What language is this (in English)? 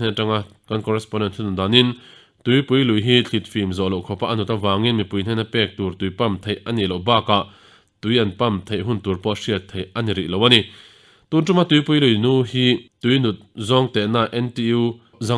Mizo